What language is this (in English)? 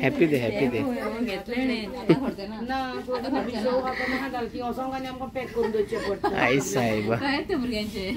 Konkani